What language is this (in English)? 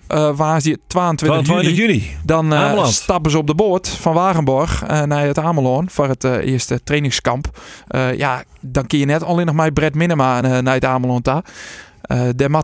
Western Frisian